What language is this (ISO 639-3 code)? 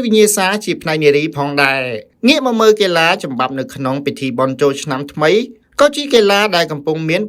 khm